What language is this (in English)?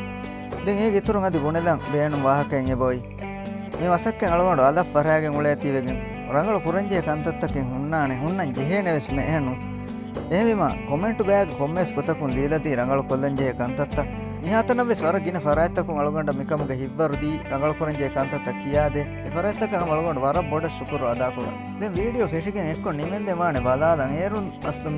Divehi